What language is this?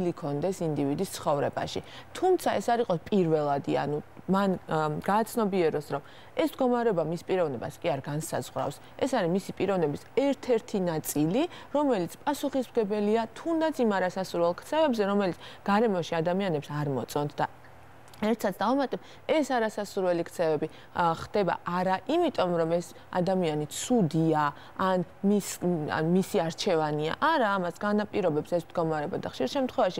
Georgian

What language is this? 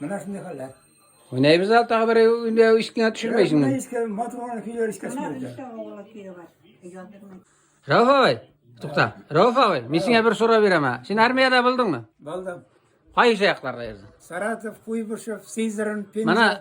Tatar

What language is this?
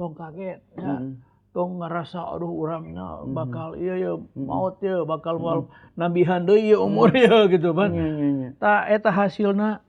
Sundanese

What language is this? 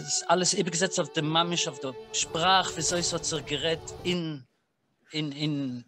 Yiddish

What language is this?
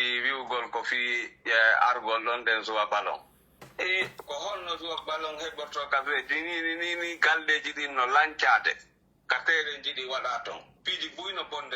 Pular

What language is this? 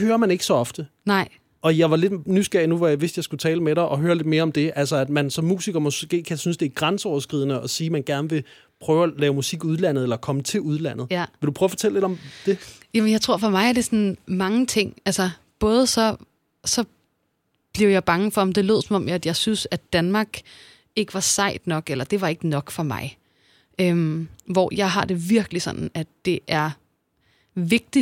Danish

